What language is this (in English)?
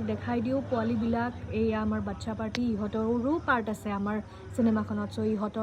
Assamese